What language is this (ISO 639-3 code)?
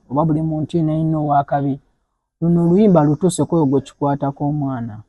lug